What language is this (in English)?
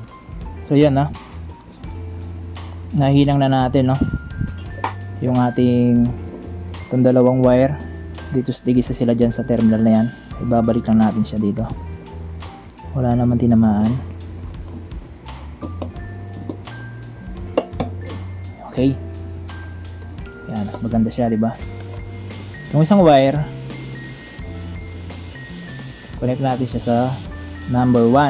Filipino